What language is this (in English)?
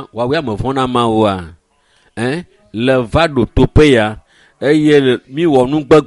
Ewe